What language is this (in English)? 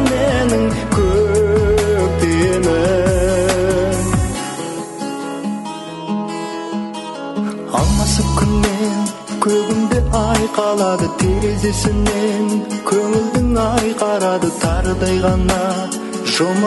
Kazakh